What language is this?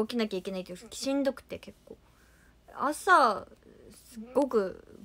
Japanese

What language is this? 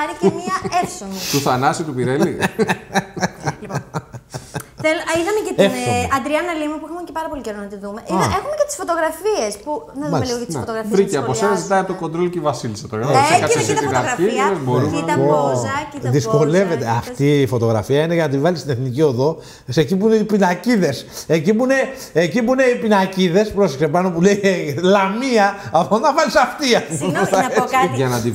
Greek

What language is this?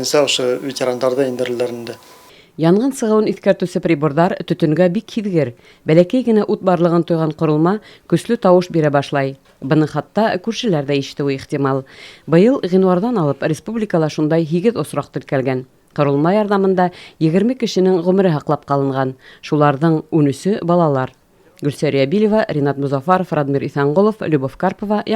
Bashkir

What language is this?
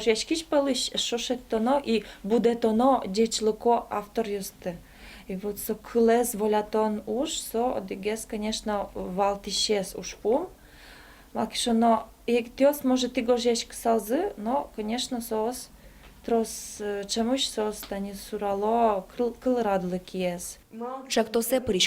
Udmurt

